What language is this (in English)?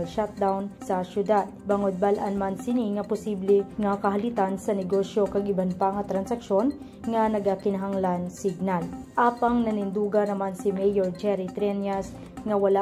Hiligaynon